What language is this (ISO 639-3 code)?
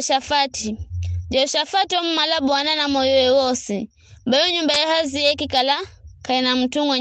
nyf